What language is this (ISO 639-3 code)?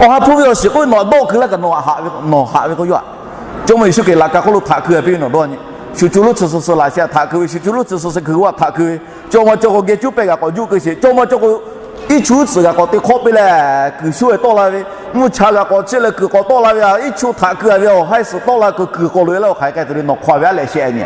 lhu